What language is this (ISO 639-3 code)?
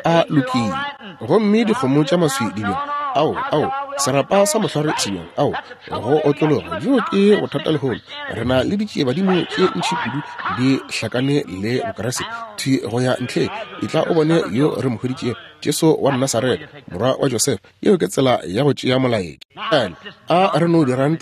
nso